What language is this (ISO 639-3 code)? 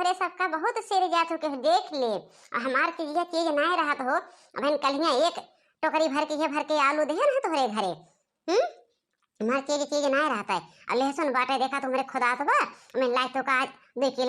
awa